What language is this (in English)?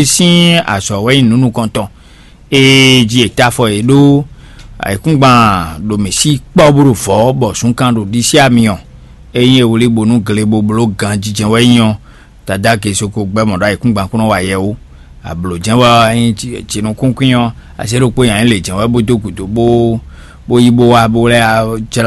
Fon